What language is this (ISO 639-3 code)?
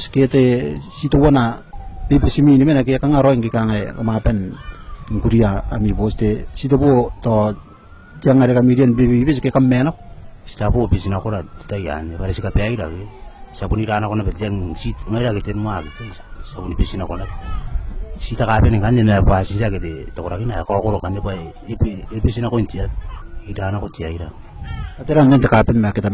gil